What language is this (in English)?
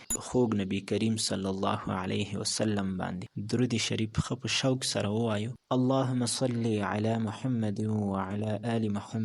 Pashto